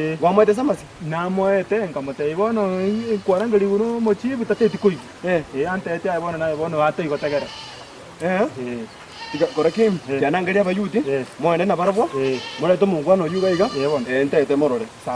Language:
Gusii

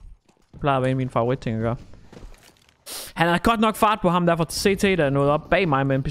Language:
Danish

